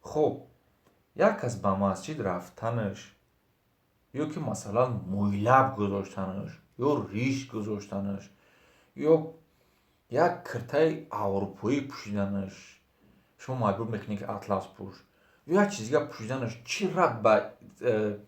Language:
Tajik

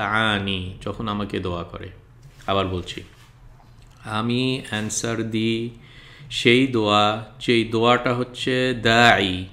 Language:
Bangla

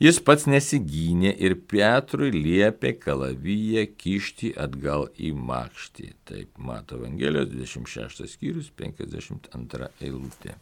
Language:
Lithuanian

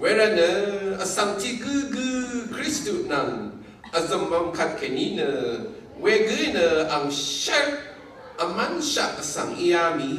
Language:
Rawang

